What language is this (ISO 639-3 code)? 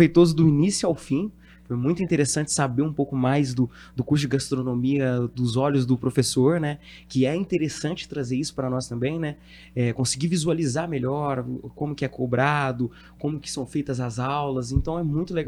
por